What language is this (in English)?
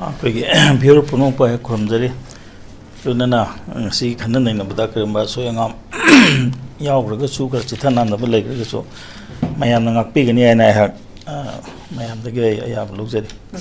Manipuri